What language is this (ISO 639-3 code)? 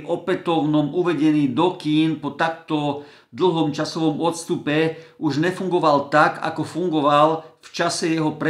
slk